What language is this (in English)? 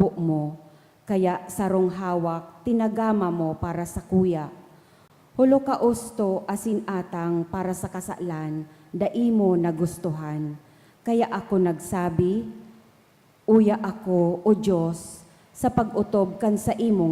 Bikol